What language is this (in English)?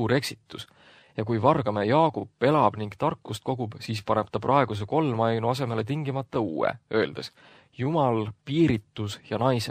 Estonian